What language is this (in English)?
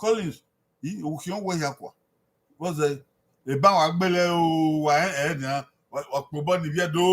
Bini